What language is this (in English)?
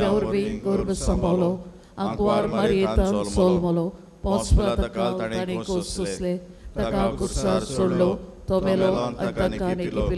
Konkani